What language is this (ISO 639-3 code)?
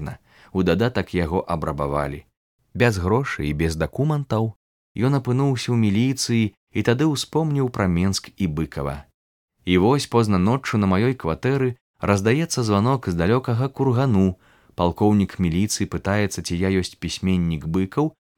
bel